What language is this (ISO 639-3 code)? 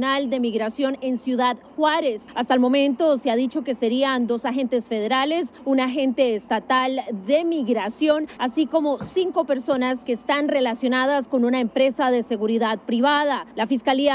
spa